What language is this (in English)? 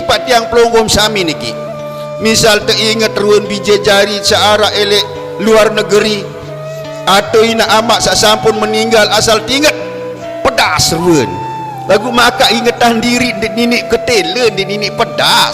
Sasak